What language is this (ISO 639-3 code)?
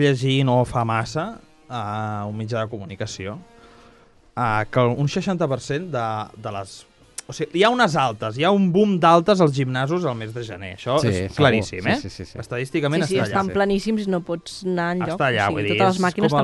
cat